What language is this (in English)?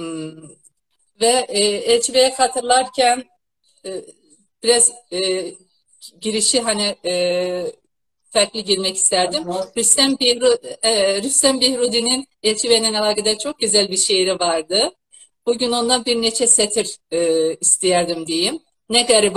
South Azerbaijani